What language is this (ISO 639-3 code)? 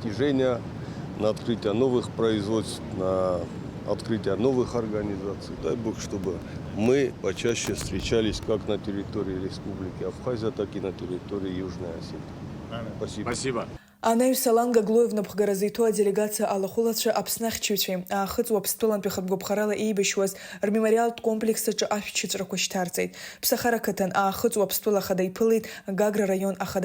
abk